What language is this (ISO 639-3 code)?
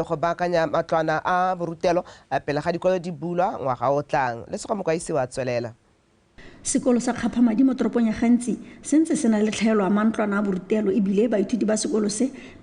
tsn